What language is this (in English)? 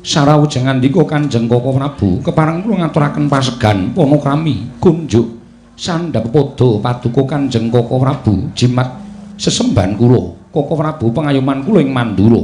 Javanese